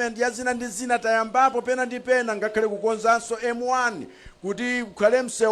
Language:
Nyanja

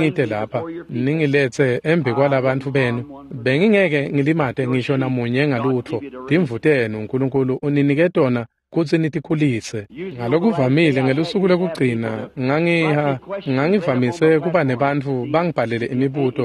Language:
Swati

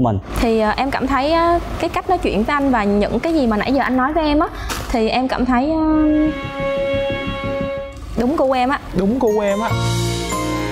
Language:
Vietnamese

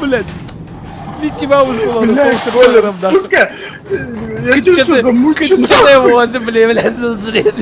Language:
Yakut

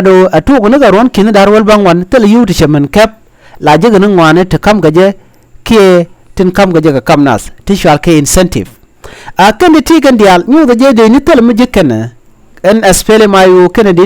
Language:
Nuer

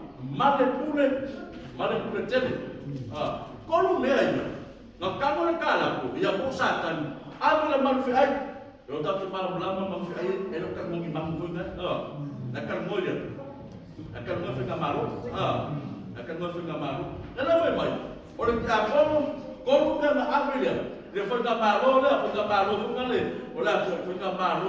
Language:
Samoan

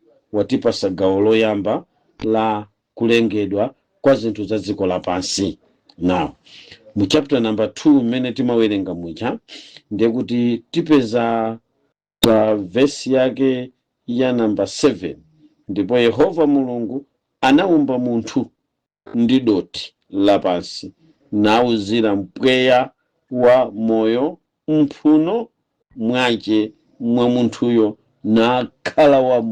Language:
Nyanja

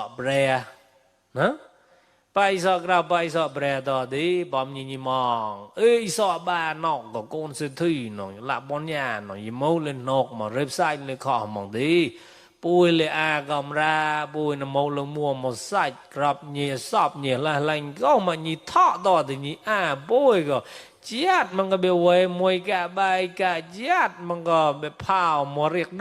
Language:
Mon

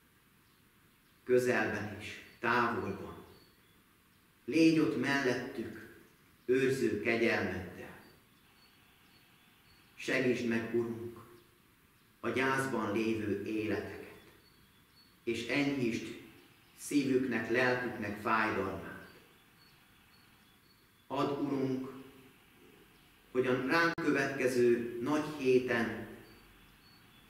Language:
Hungarian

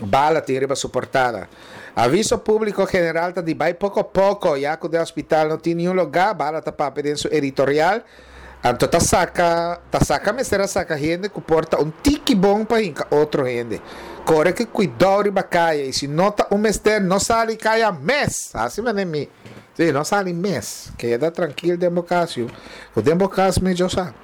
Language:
Papiamento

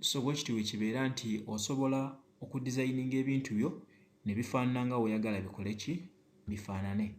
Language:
Ganda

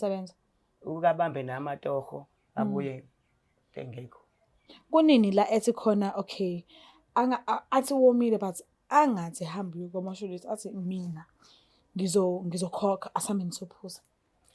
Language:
Zulu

